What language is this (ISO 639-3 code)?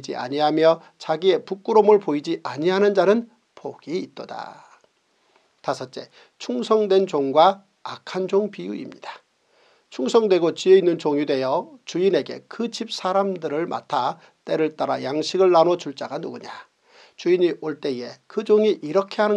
kor